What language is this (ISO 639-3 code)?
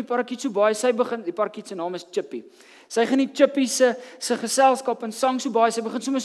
afr